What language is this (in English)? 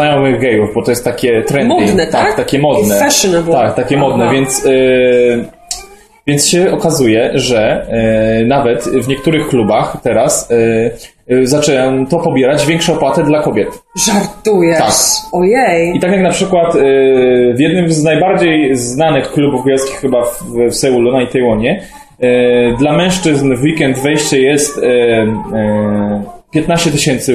Polish